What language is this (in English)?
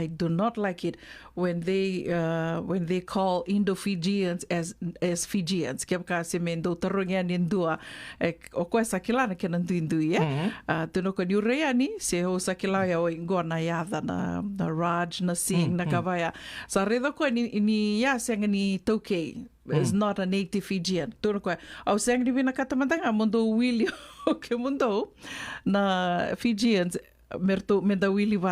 Fijian